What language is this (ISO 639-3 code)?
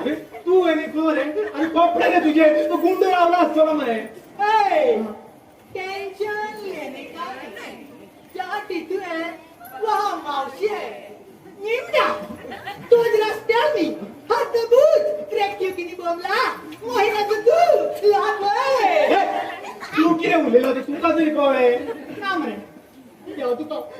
kok